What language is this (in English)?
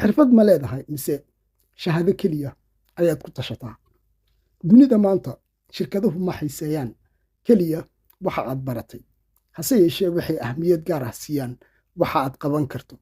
Somali